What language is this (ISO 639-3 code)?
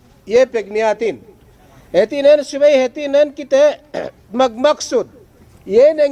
yka